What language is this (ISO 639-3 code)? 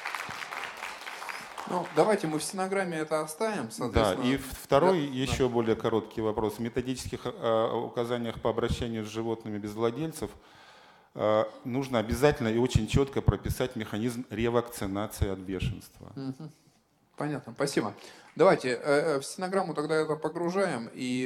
rus